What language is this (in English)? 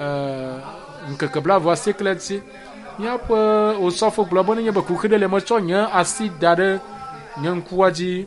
Ewe